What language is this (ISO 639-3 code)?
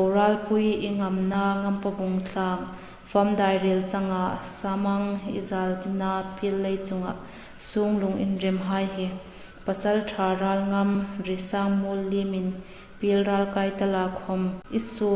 hmr